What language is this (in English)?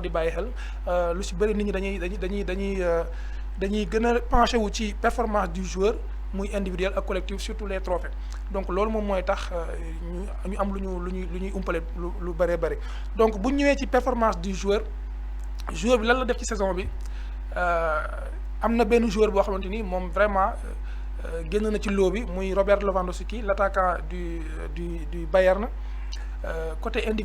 Wolof